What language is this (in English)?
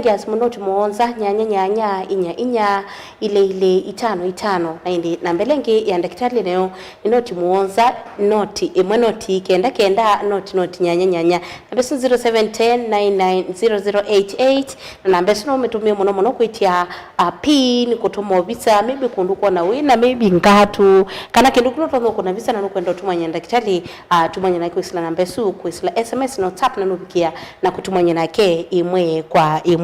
Kamba